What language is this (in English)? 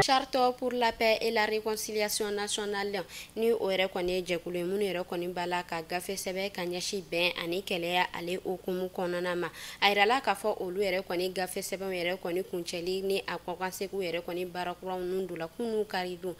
Bambara